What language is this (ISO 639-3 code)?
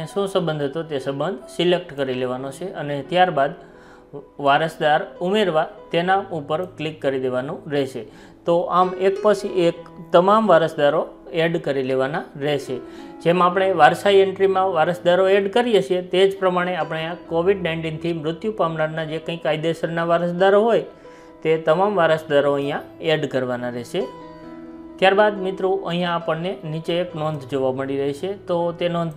guj